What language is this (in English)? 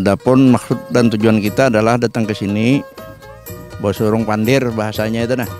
Banjar